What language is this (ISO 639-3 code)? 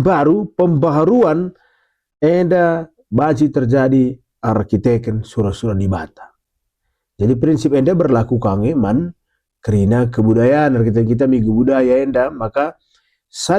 btx